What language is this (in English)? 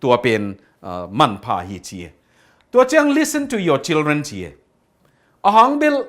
Tedim Chin